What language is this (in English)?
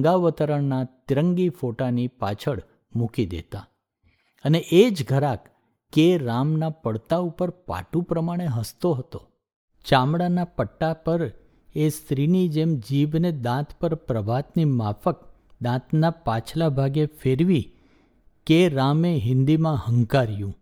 Gujarati